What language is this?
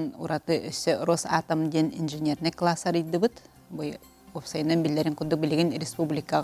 Yakut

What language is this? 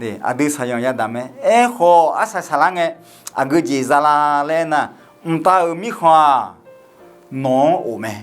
Akha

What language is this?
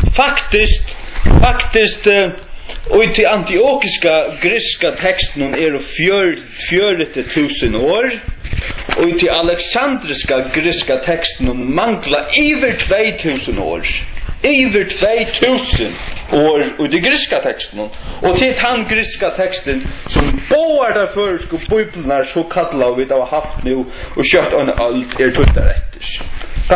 Faroese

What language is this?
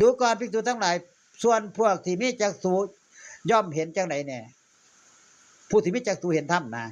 Northeastern Thai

